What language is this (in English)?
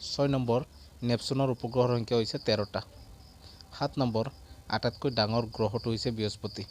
Assamese